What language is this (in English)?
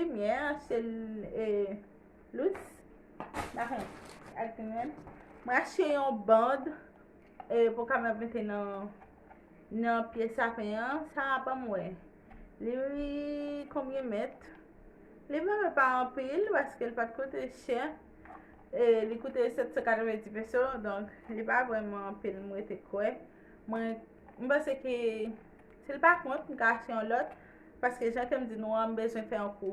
Haitian Creole